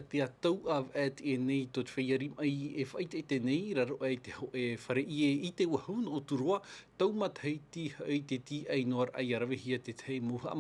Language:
Tahitian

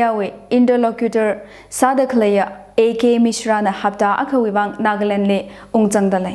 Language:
Tangkhul Naga (India)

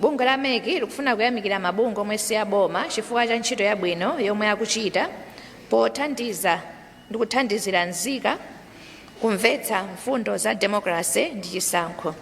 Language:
Nyanja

